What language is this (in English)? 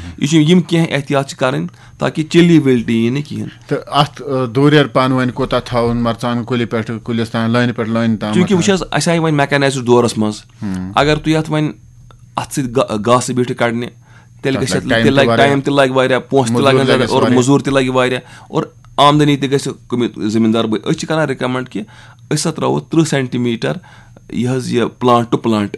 Kashmiri